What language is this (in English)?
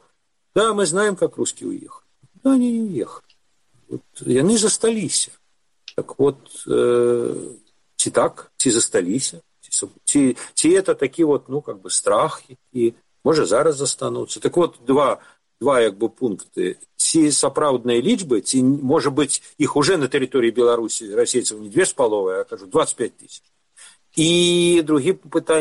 Belarusian